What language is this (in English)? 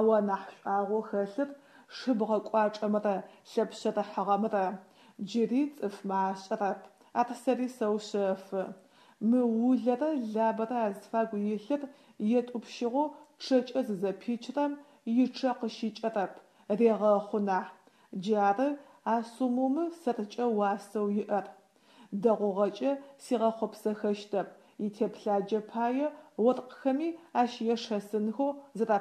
Adyghe